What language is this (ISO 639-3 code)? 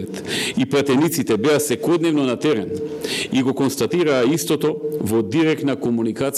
mkd